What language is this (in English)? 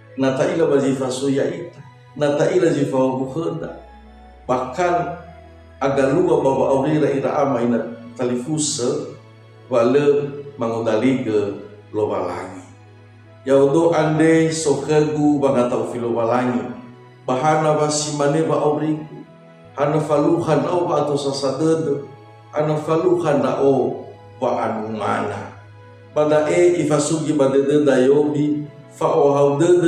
Nias